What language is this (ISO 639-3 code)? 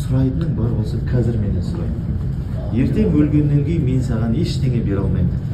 kaz